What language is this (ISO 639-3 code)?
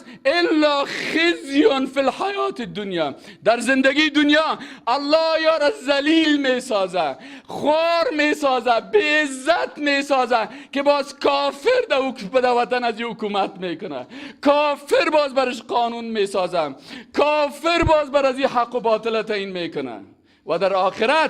fas